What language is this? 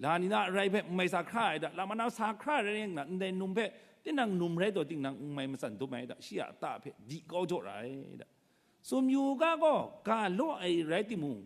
Kachin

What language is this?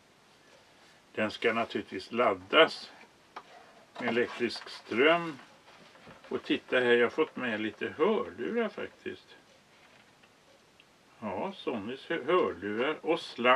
Swedish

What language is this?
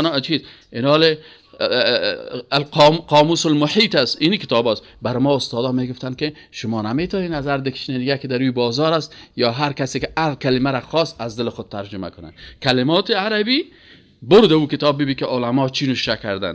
Persian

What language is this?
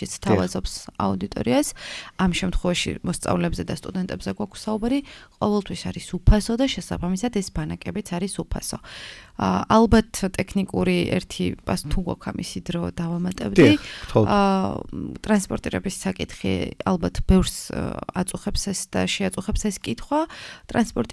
Georgian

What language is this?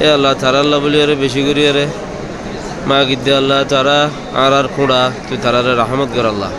Rohingya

